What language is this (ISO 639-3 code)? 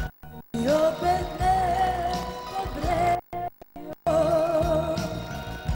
hrv